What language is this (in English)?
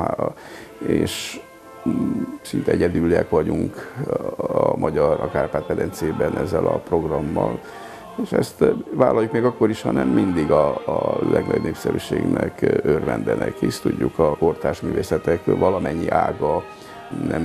Hungarian